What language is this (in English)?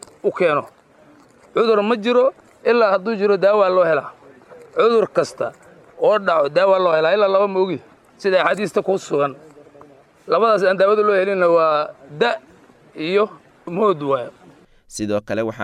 Somali